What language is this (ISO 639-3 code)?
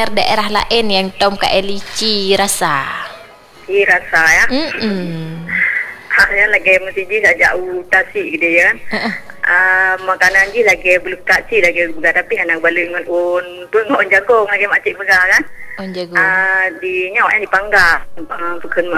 msa